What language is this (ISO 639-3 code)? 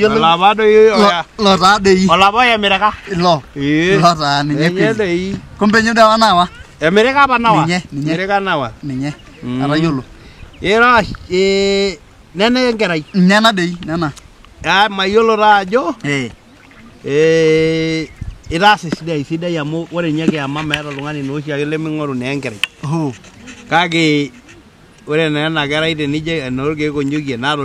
mas